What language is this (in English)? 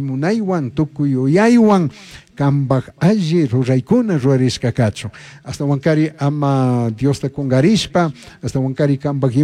Chimborazo Highland Quichua